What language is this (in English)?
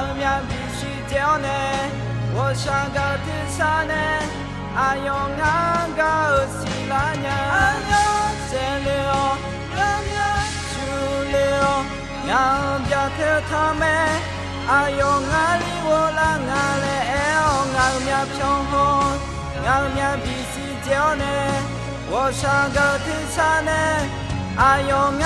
Akha